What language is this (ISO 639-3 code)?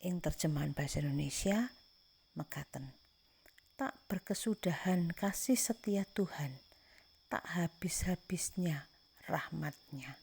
jav